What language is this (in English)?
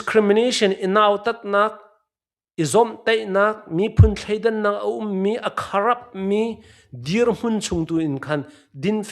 Hakha Chin